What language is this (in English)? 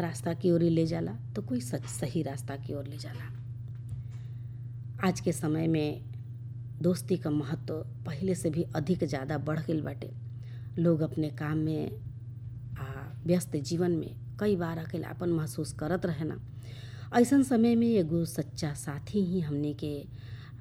Bhojpuri